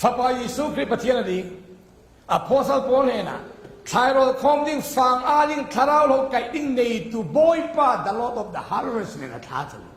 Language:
Falam Chin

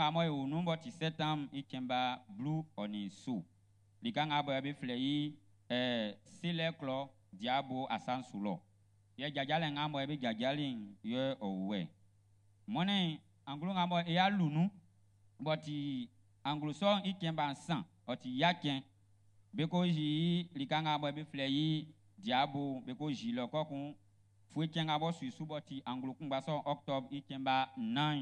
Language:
Baoulé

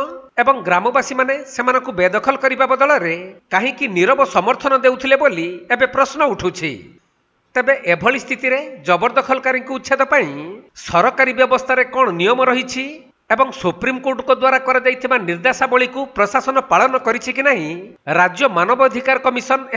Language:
Odia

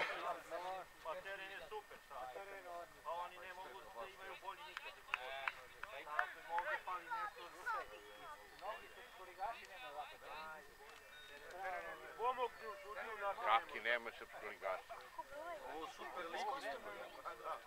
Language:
Serbian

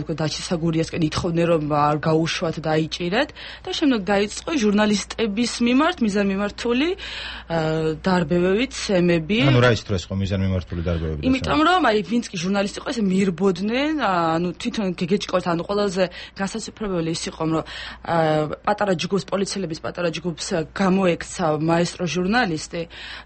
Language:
Georgian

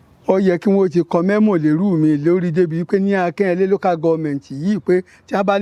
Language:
Yoruba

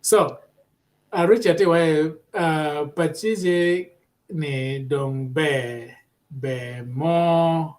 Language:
Acoli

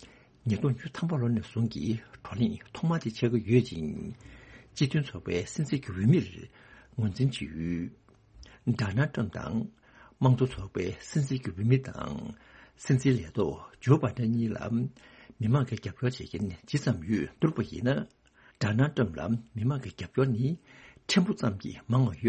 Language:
Tibetan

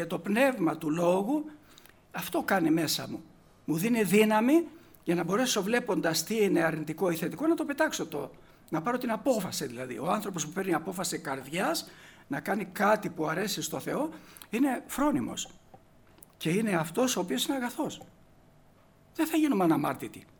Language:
Greek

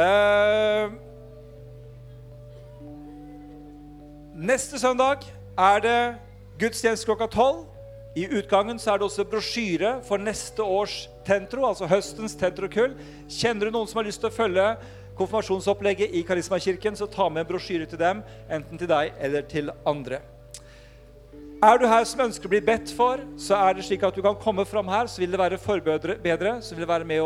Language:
Norwegian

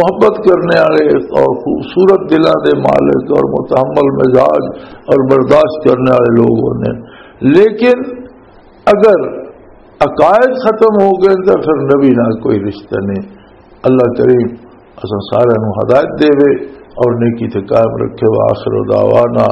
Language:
Western Panjabi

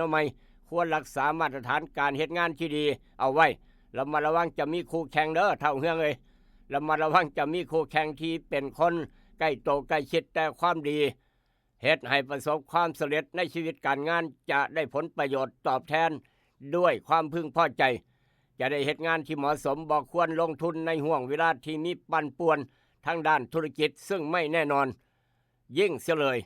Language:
Northeastern Thai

